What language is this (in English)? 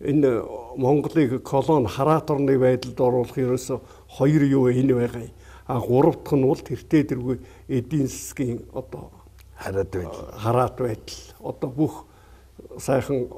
Mongolian